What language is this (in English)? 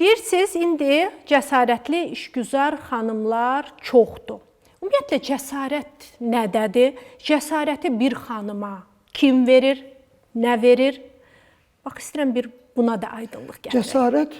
Azerbaijani